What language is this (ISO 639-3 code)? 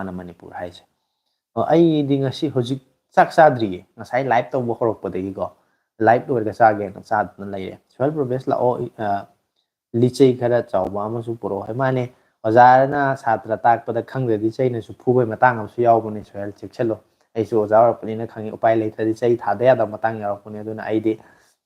mni